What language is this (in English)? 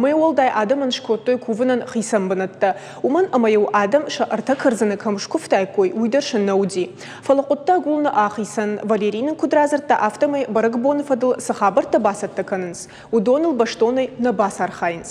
Ossetic